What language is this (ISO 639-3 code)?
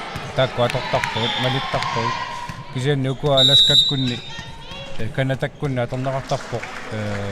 kal